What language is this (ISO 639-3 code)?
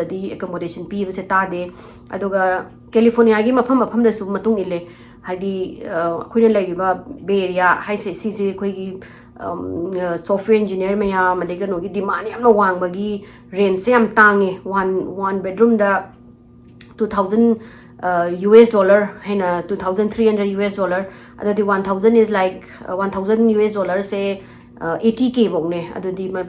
mni